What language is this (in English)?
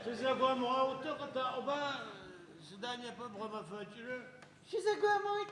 Adyghe